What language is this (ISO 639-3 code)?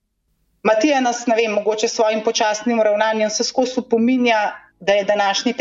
slv